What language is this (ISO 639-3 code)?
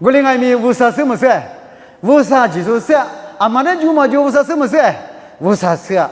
lis